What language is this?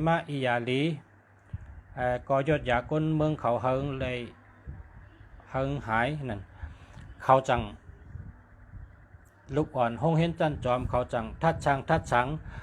Shan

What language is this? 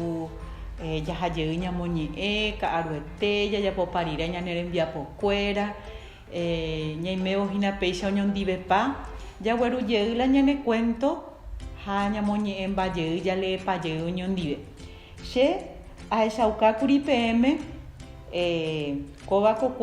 Guarani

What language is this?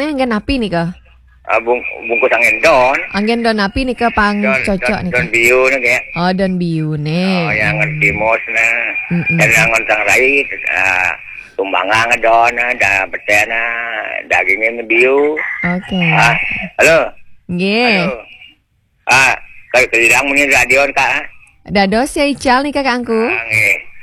Balinese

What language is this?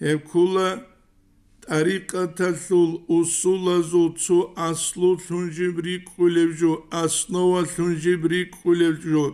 Avaric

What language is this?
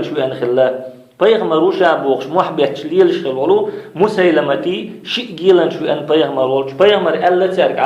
Chechen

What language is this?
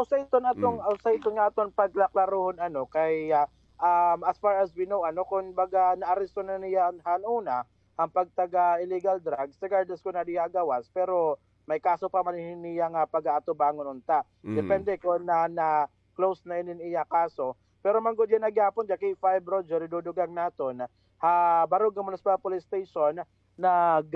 Waray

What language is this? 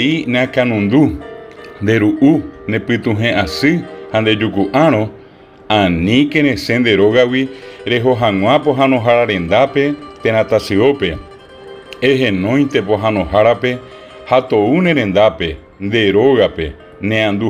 Guarani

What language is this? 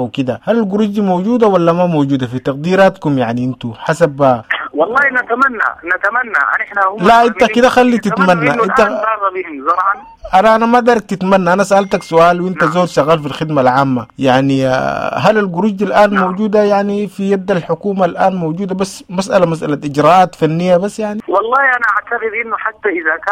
Sudanese Arabic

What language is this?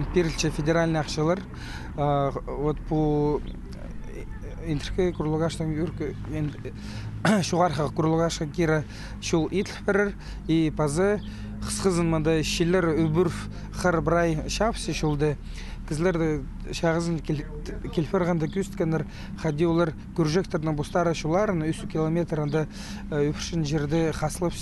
Khakas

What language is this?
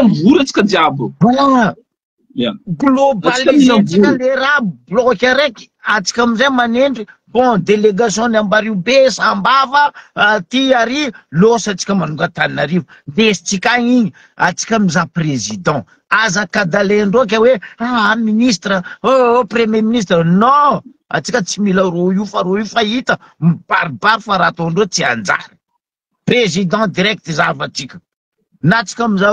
Malagasy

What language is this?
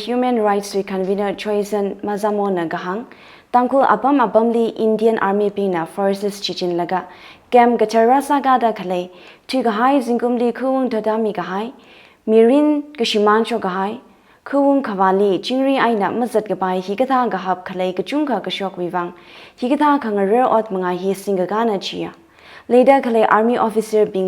Tangkhul Naga (India)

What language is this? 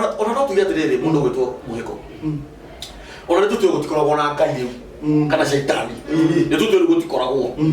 Kikuyu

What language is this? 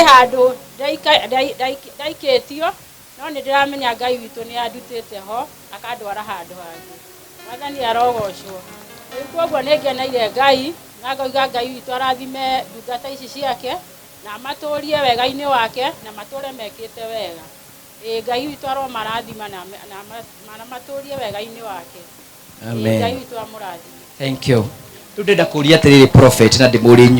Kikuyu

